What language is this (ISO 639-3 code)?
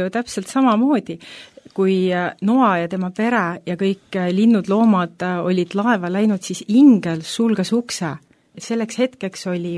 est